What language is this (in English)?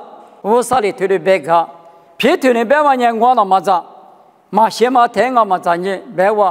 Lisu